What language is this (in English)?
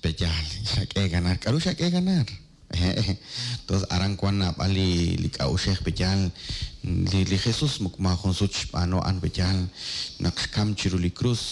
Kekchí